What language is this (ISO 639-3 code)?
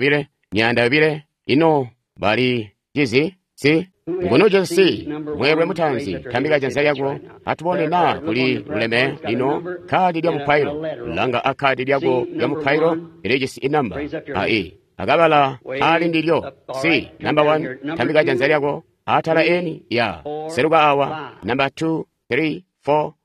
toi